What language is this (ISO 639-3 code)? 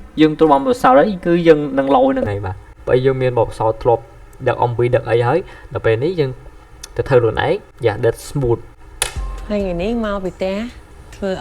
khm